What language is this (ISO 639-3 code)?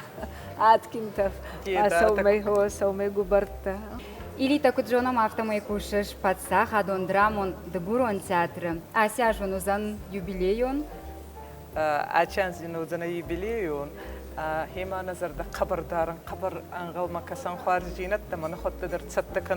oss